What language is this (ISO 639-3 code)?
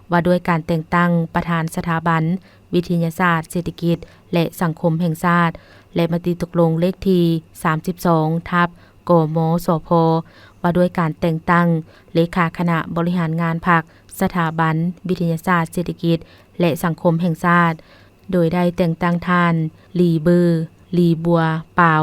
lao